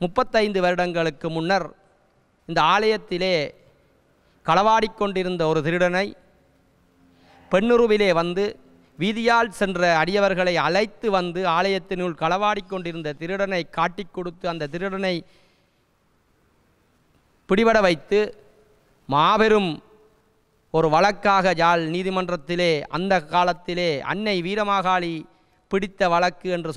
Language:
Tamil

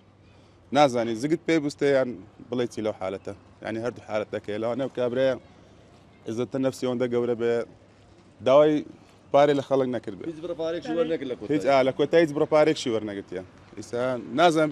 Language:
Central Kurdish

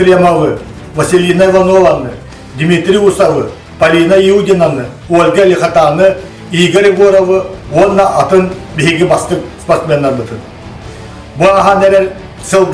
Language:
Yakut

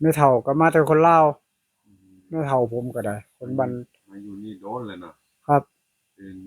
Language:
Northeastern Thai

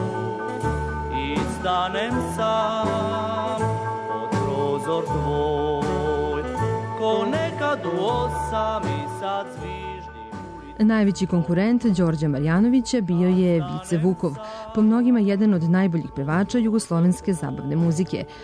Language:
Serbian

